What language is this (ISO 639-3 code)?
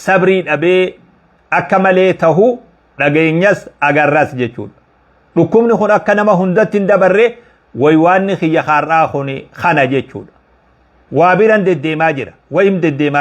orm